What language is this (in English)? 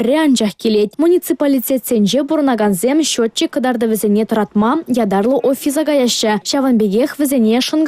Chuvash